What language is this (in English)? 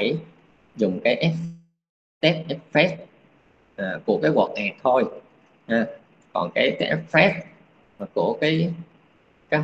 Vietnamese